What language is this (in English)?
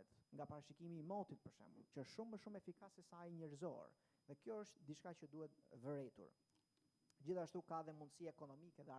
Albanian